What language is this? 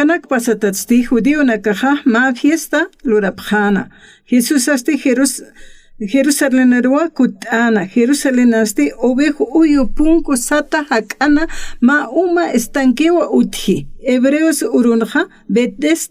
Aymara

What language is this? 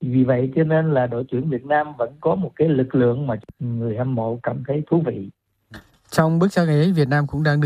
Vietnamese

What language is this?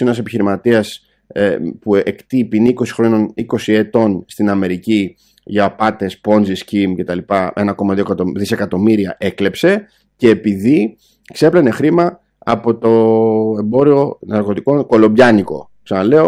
Greek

